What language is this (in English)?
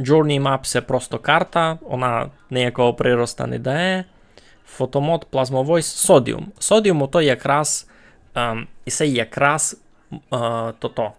Rusyn